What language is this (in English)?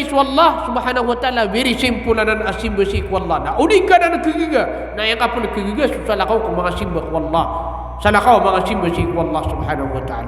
Maranao